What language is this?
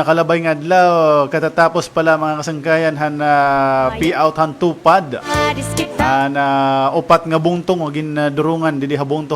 Waray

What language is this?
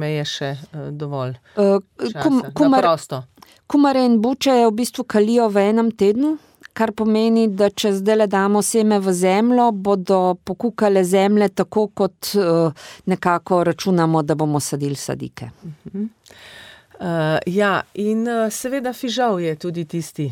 Slovenian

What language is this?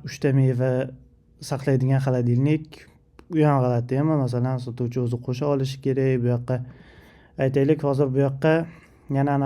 Uzbek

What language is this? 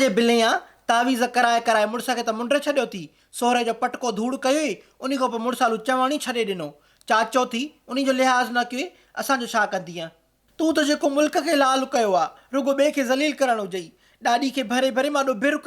Sindhi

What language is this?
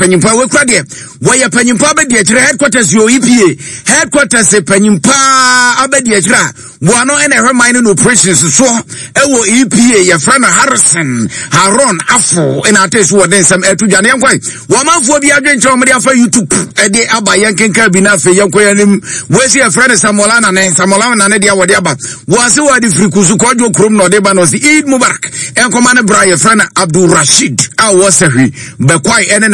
Akan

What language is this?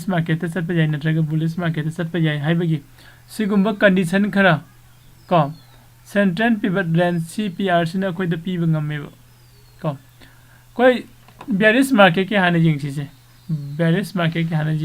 Manipuri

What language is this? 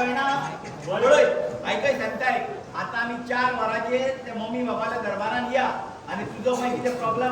Konkani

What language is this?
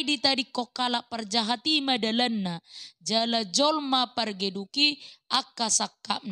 Batak Toba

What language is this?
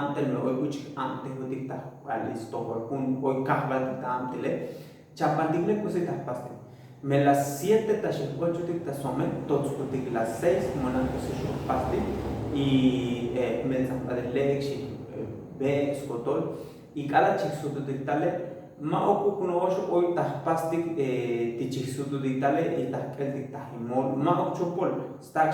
Tzotzil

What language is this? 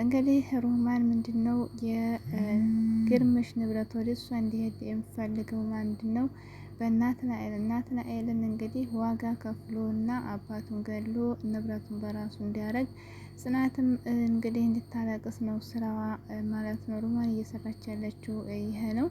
Amharic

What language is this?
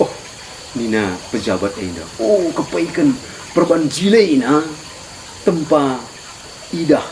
Batak Karo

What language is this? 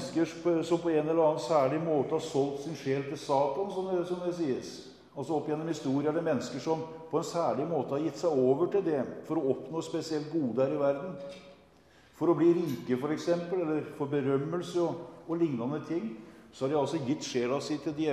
Norwegian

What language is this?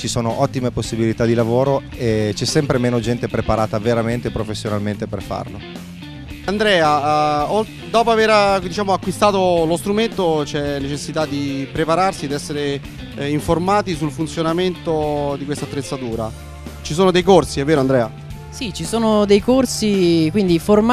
Italian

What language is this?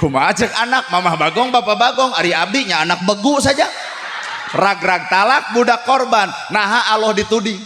Sundanese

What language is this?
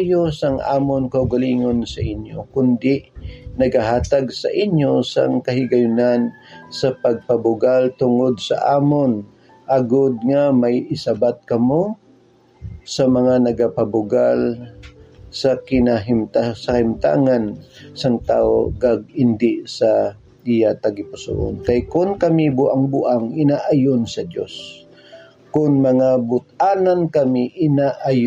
Hiligaynon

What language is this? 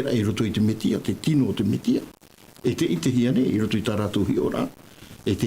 Tahitian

